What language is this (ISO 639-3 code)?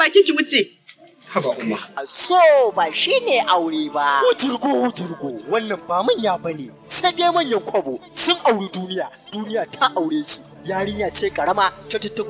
hau